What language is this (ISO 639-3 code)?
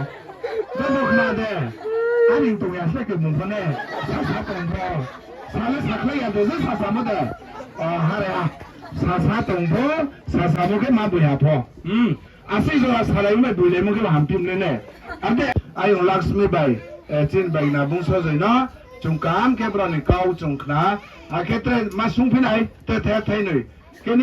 ria